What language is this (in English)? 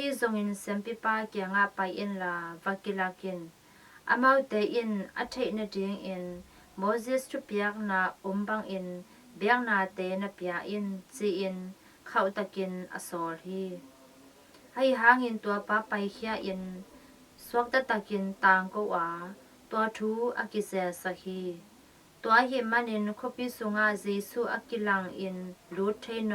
Tedim Chin